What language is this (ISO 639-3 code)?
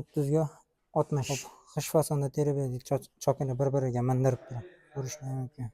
uzb